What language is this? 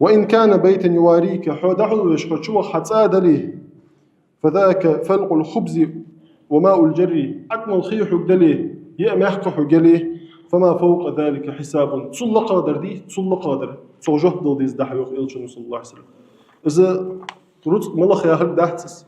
Ingush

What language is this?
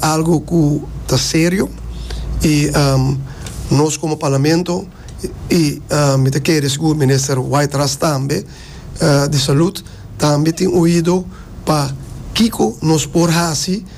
Papiamento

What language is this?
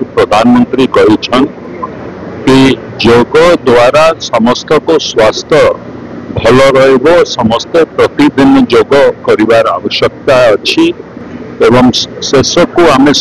Odia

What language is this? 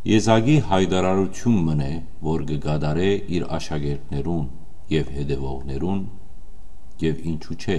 Western Armenian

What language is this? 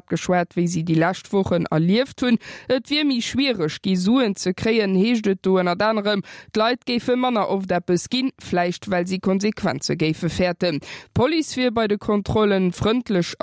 Luxembourgish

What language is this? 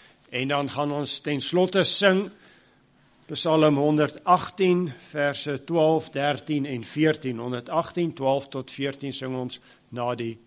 Afrikaans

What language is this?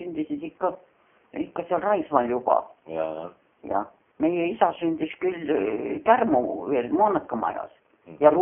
Estonian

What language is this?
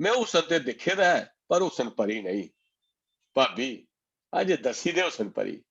Dogri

